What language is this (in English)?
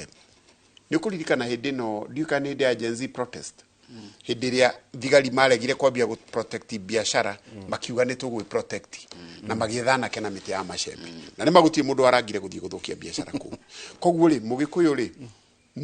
Kikuyu